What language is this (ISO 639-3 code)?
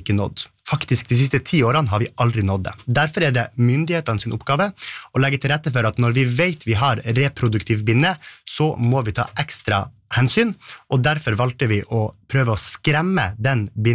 nor